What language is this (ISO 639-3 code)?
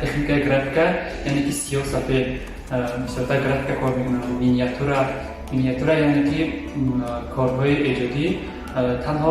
tgk